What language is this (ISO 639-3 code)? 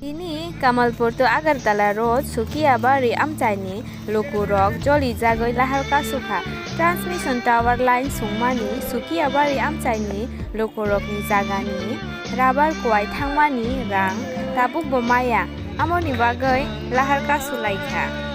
trp